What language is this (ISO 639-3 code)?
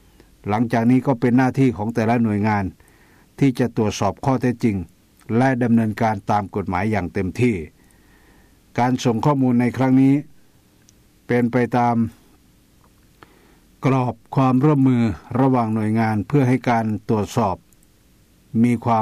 tha